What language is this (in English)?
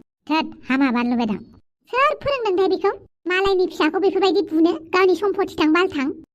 Bodo